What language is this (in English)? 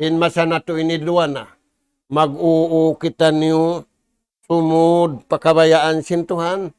Tausug